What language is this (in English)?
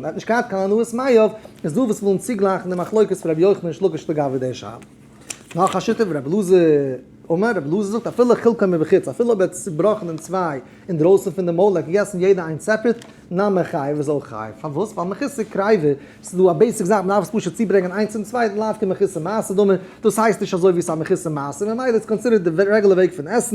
Yiddish